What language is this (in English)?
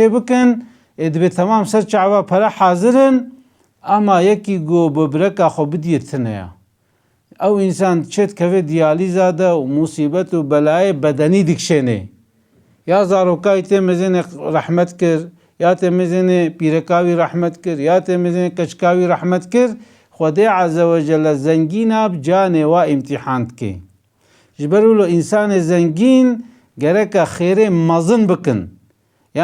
Kurdish